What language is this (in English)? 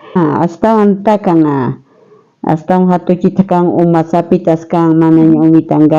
South Bolivian Quechua